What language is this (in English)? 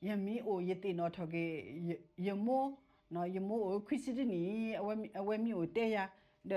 S'gaw Karen